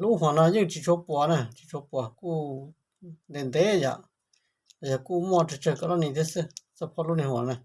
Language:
Hmong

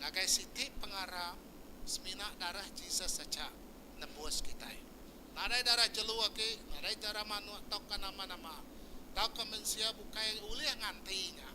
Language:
Iban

